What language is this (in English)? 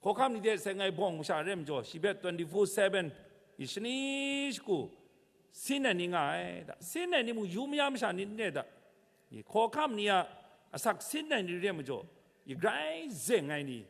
Kachin